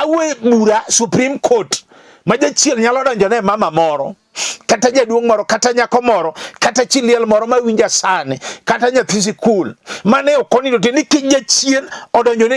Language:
Luo (Kenya and Tanzania)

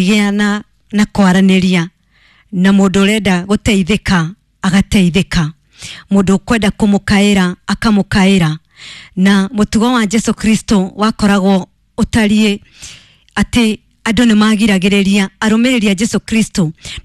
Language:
Kikuyu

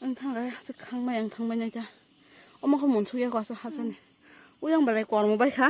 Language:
Kok Borok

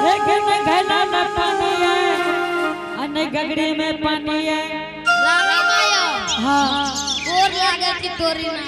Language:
Angika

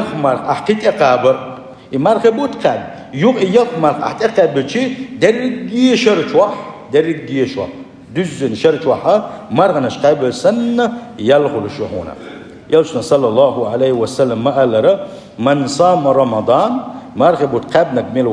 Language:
Chechen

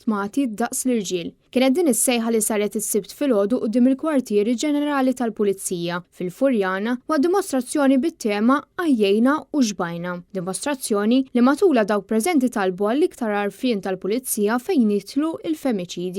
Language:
Maltese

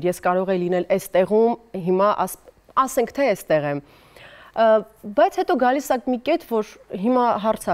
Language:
Armenian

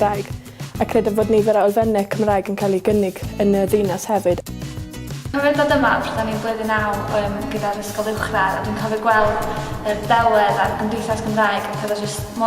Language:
Welsh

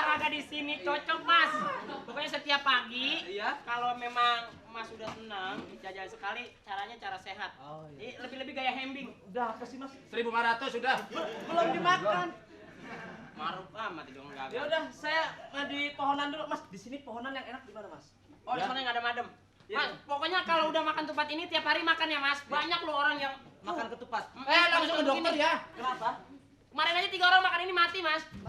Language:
Betawi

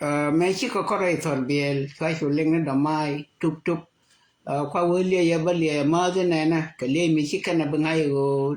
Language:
Nuer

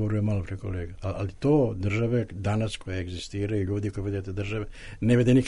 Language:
Serbian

